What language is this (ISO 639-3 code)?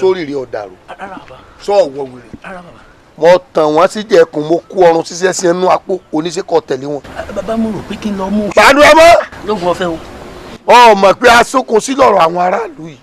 yor